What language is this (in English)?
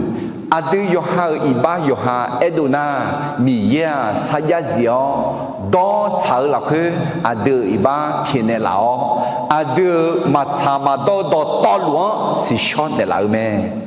Akha